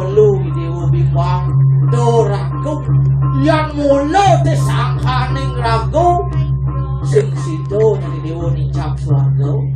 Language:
Balinese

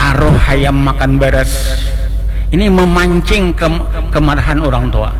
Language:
Banjar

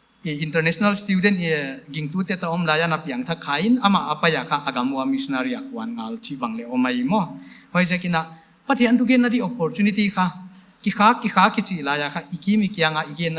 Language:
Paite Chin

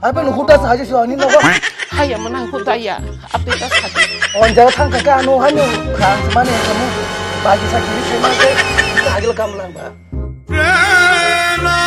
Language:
Kok Borok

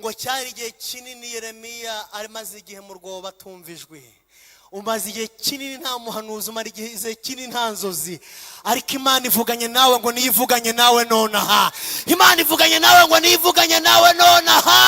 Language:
Kinyarwanda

